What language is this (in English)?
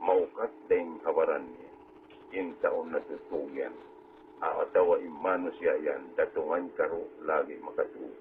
Tausug